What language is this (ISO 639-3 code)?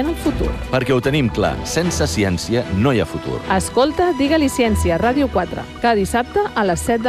cat